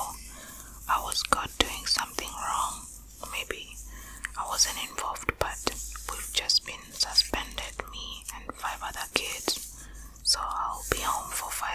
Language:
English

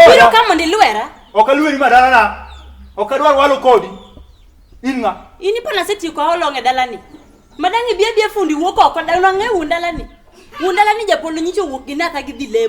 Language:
Luo (Kenya and Tanzania)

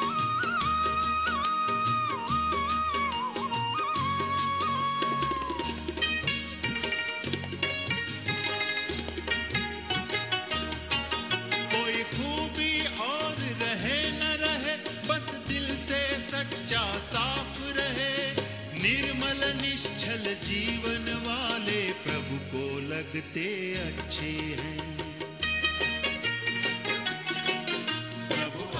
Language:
Hindi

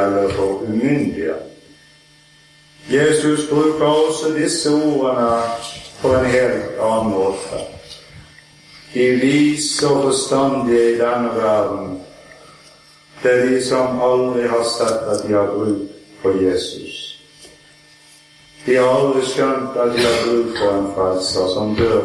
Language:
Norwegian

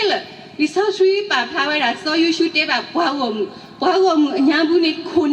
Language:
S'gaw Karen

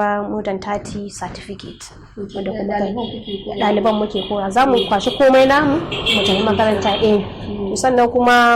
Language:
Hausa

